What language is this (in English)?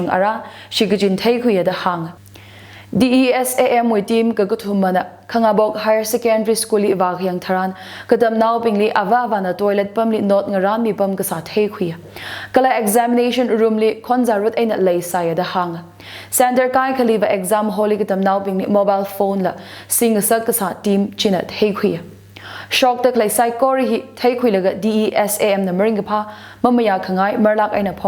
Tangkhul Naga (India)